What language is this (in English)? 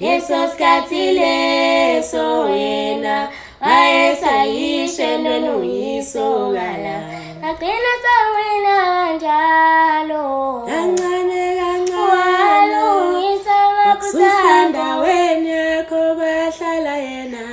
Zulu